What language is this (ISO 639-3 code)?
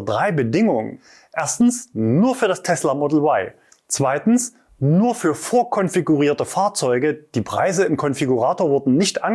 deu